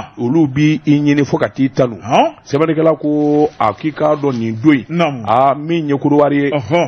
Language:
Bambara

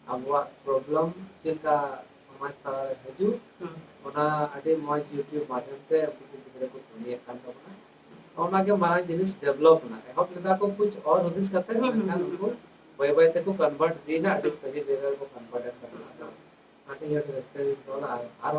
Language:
Santali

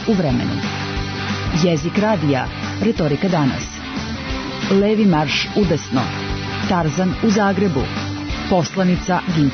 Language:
Serbian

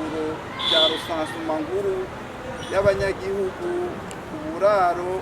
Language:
Rundi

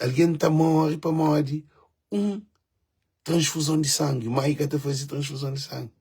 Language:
Kabuverdianu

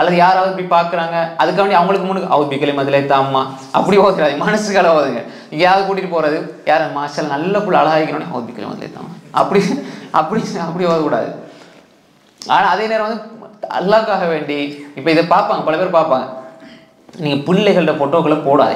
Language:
Tamil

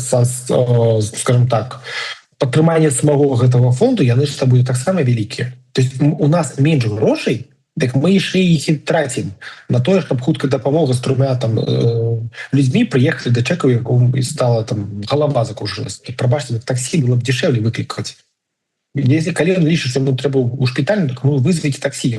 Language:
Belarusian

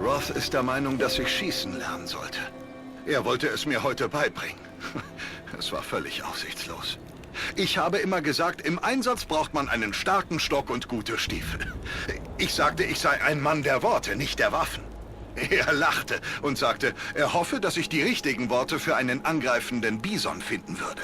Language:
Swiss German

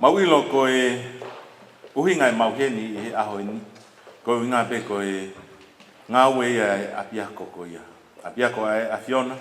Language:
Tongan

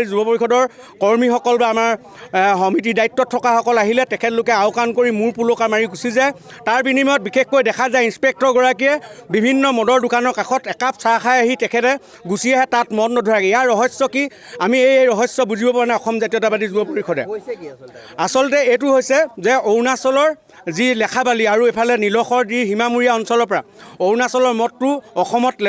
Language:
Assamese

